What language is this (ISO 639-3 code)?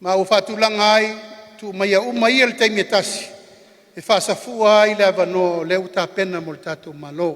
smo